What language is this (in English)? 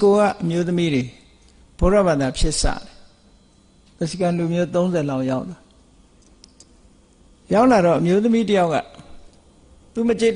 Burmese